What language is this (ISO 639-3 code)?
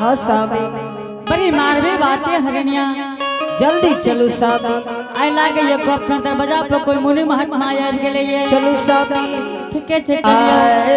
anp